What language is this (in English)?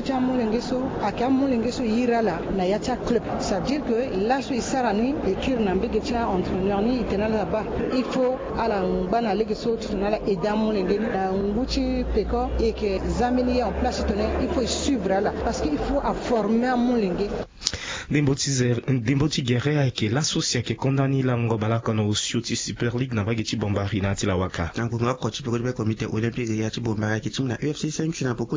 Sango